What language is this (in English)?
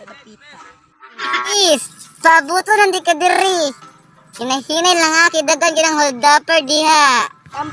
Cebuano